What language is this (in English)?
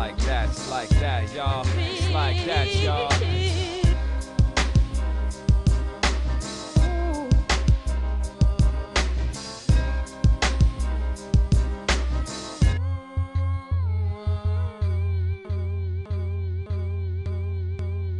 English